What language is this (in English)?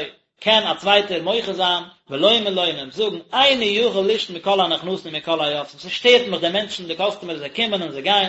Yiddish